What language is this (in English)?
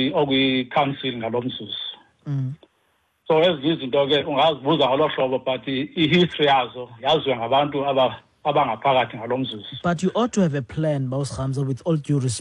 Xhosa